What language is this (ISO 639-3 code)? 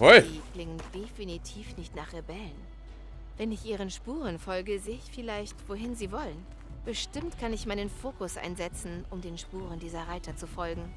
bar